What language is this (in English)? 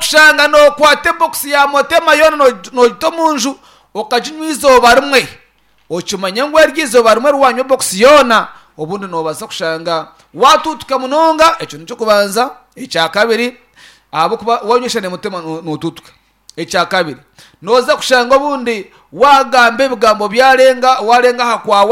Nyankole